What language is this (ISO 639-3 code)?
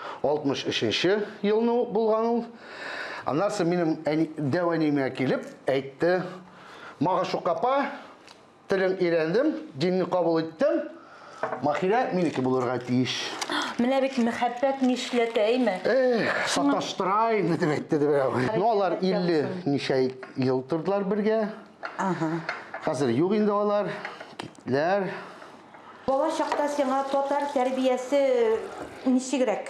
tat